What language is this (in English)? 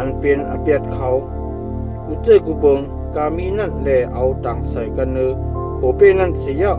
Shan